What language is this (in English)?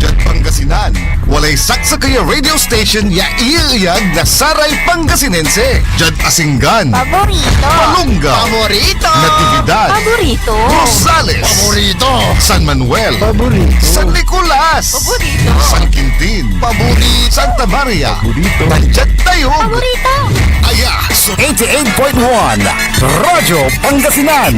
Pangasinan